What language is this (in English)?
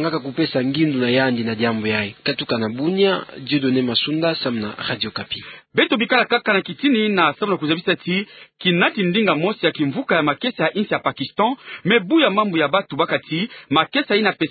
Kituba (Democratic Republic of Congo)